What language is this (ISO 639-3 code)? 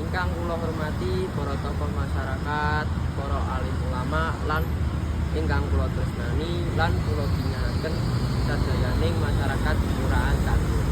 jav